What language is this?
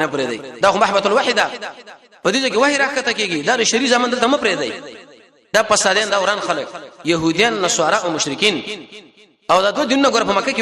Pashto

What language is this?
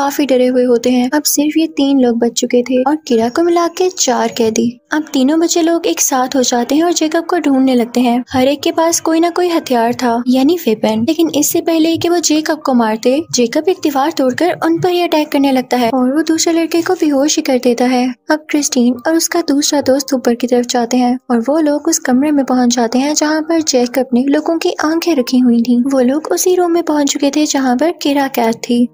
Hindi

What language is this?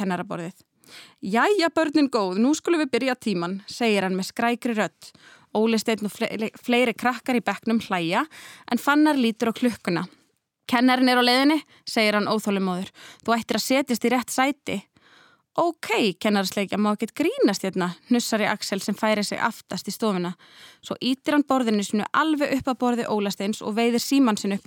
Icelandic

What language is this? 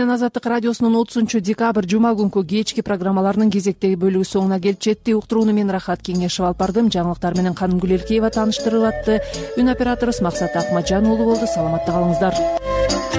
Kyrgyz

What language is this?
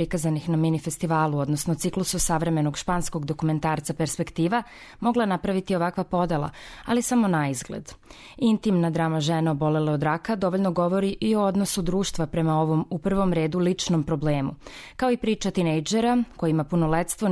Serbian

